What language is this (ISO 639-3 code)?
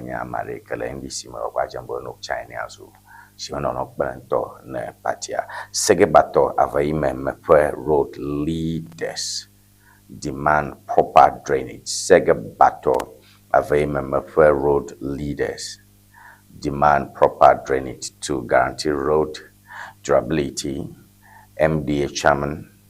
ewe